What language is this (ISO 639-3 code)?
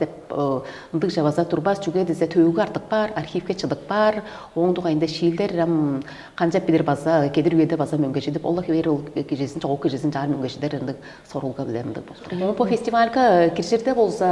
tyv